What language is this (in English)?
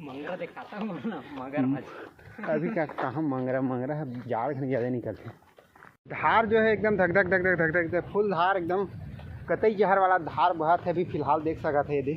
Chhattisgarhi